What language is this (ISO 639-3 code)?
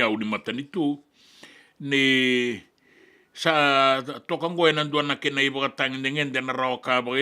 fij